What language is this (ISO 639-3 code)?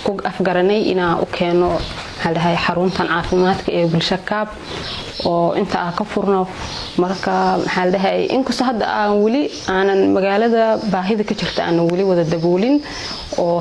som